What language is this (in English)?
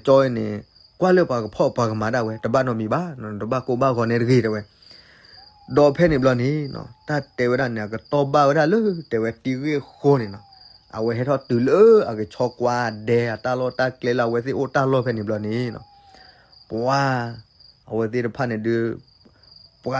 S'gaw Karen